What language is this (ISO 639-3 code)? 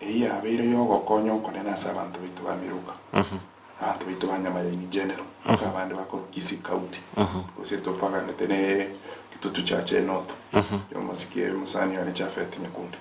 guz